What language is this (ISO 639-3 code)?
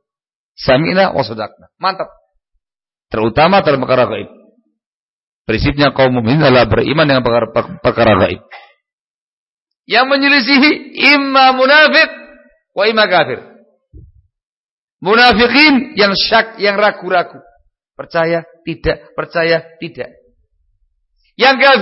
ind